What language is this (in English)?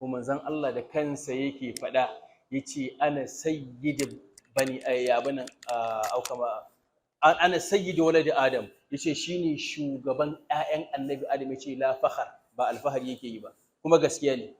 Hausa